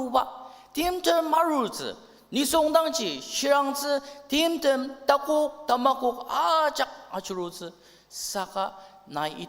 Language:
Ao Naga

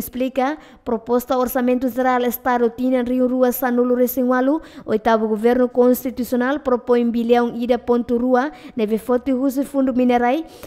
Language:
Tetum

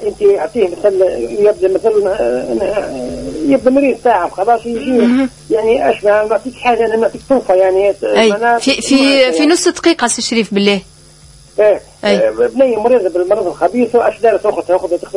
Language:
Tunisian Arabic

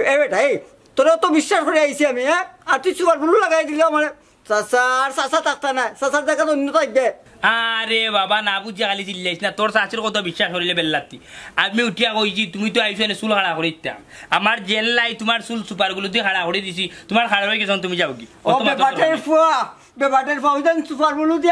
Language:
Sylheti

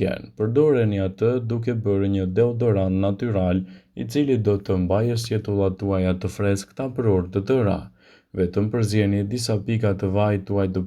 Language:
Albanian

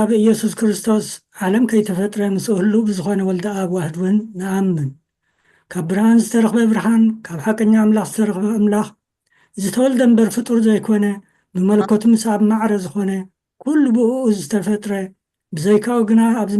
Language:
Tigrinya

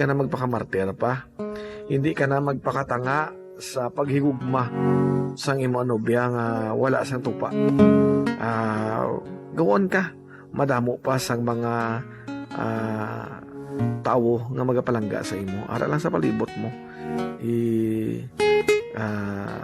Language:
Hiligaynon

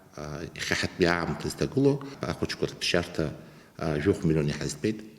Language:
Abkhazian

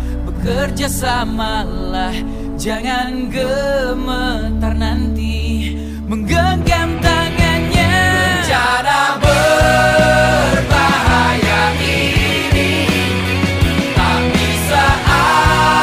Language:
Indonesian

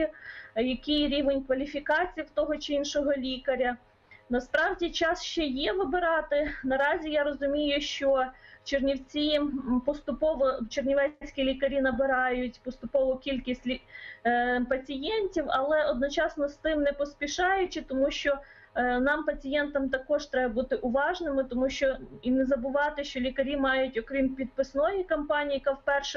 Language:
Ukrainian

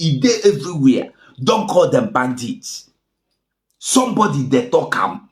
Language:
Nigerian Pidgin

